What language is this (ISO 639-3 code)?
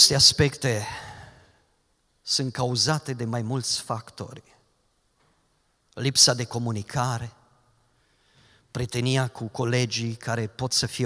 ron